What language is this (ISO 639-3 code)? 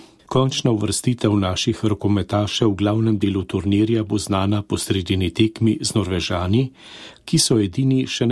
slv